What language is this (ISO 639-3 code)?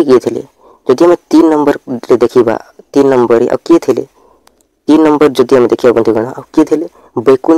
ori